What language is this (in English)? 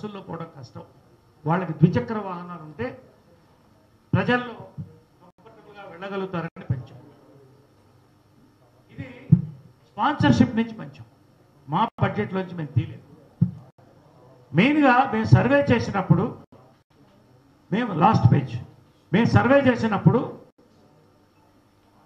Telugu